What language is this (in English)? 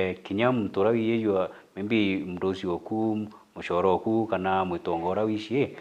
Meru